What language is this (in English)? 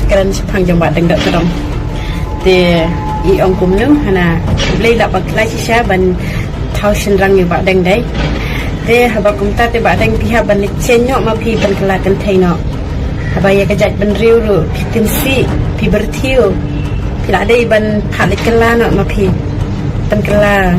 Khasi